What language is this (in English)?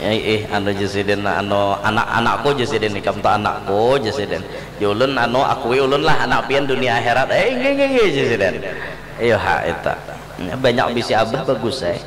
Banjar